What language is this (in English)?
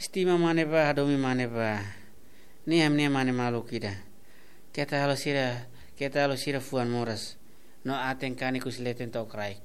Tetum